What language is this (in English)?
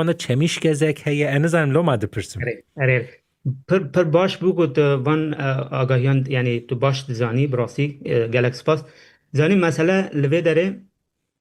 Kurdish